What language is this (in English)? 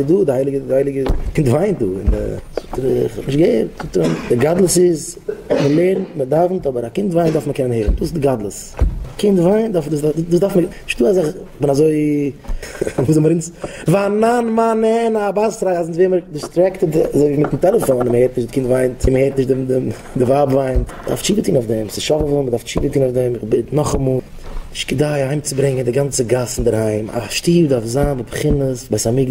Yiddish